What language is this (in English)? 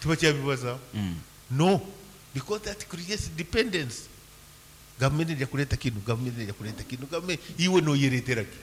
Nyankole